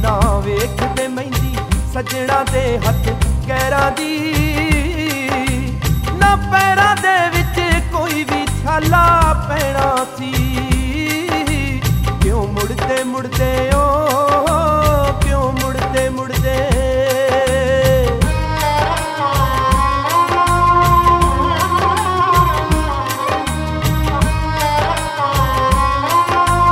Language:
Punjabi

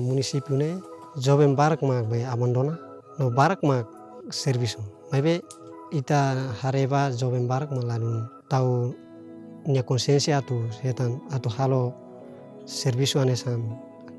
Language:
Tetum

